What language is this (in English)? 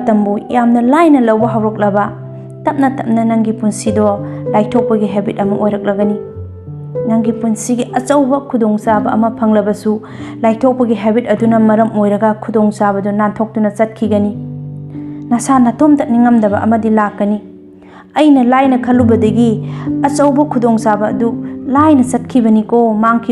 Manipuri